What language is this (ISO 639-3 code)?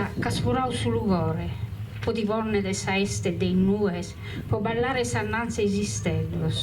srd